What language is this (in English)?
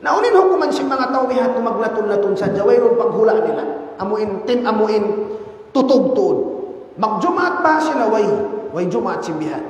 Tausug